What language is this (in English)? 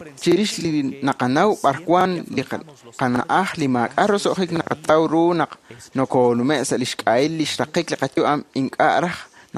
Kekchí